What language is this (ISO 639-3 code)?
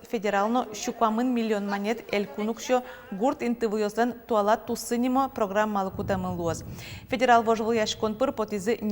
udm